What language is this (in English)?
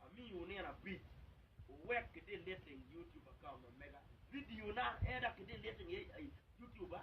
Acoli